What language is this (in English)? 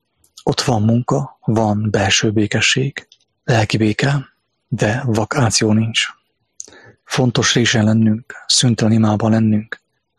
Hungarian